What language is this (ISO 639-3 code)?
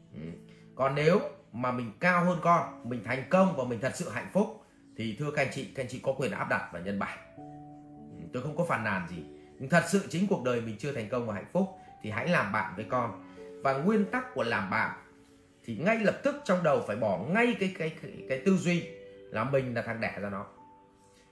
vie